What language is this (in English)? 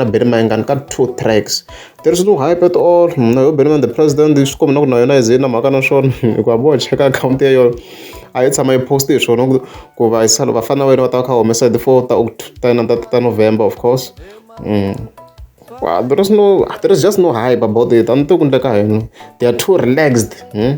Tsonga